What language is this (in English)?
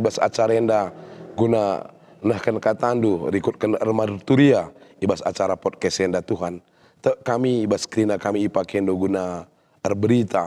Batak Karo